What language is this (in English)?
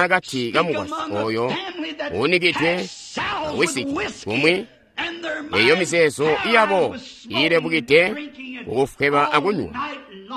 Tonga (Zambia)